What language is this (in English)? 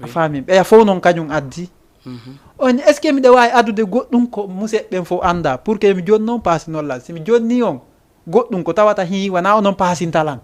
Fula